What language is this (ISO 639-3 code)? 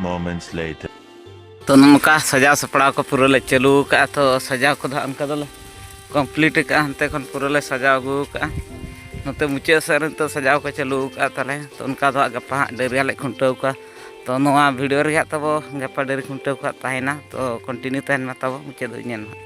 sat